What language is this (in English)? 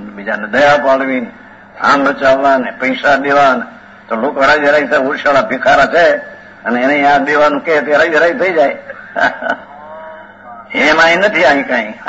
Gujarati